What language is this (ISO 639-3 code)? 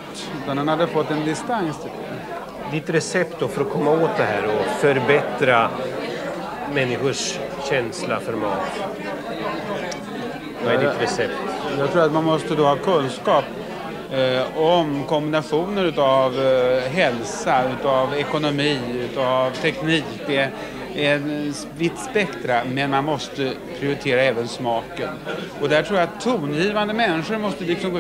swe